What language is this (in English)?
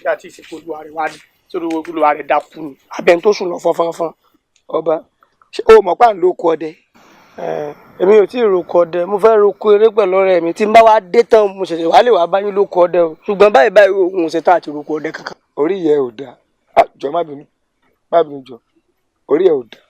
Yoruba